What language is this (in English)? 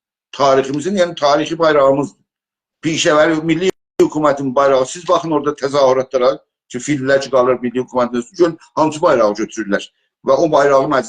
South Azerbaijani